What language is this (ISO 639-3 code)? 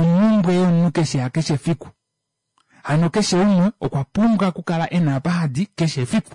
kua